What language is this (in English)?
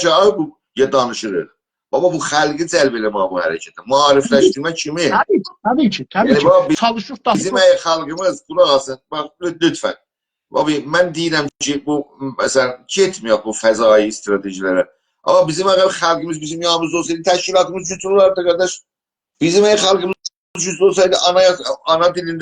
South Azerbaijani